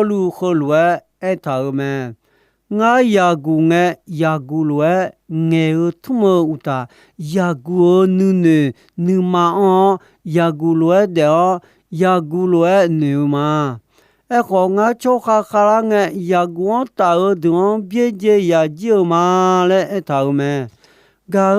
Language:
Akha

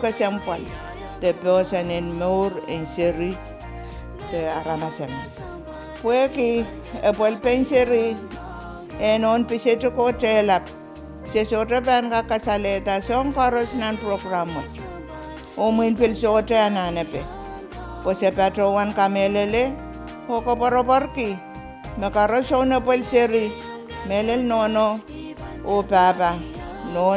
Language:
Pohnpeian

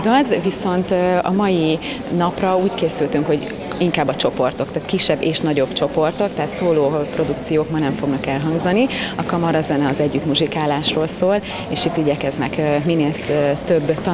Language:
Hungarian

